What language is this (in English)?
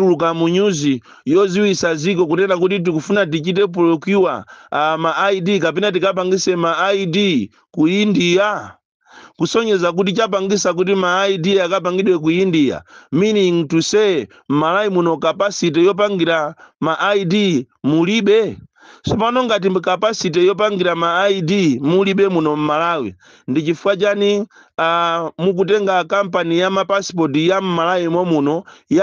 Nyanja